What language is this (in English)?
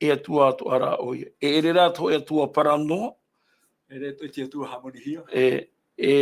Tahitian